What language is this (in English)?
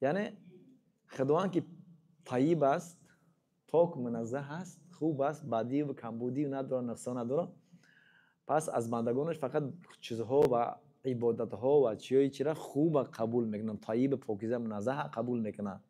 Tajik